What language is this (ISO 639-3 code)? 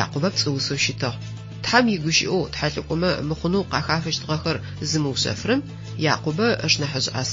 ady